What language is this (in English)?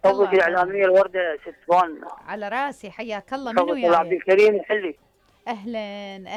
Mesopotamian Arabic